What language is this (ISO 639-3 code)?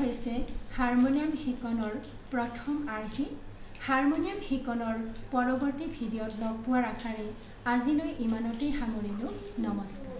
asm